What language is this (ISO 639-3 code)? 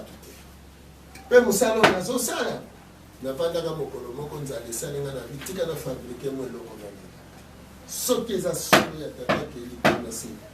lin